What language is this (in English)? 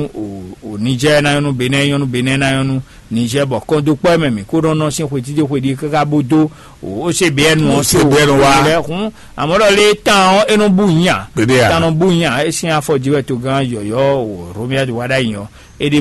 Fon